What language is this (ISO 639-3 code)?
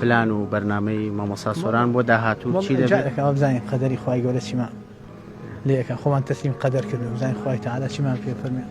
ckb